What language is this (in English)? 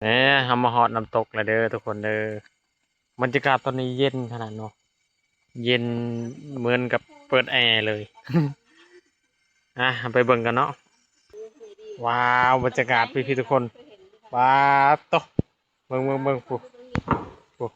Lao